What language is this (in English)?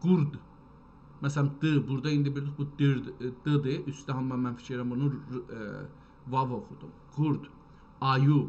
South Azerbaijani